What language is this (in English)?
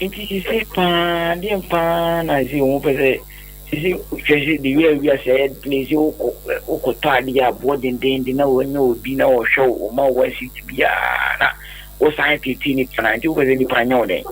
Akan